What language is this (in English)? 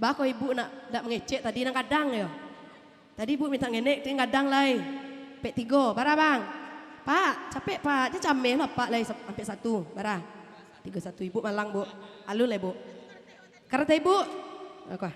Minangkabau